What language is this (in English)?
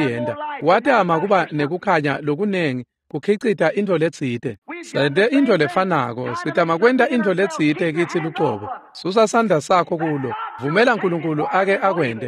Swati